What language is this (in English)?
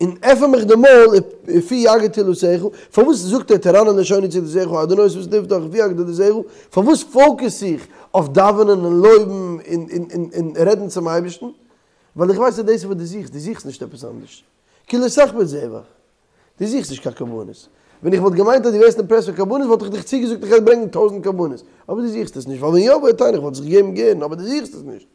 Yiddish